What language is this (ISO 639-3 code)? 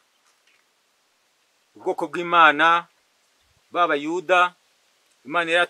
kin